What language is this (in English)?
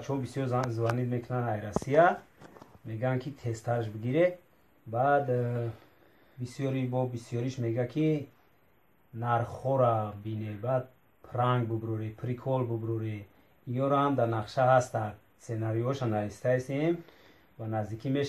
Tajik